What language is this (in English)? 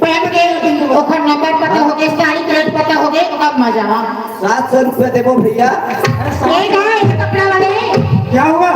Chhattisgarhi